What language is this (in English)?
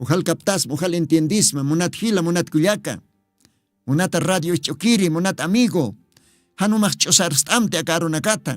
Aymara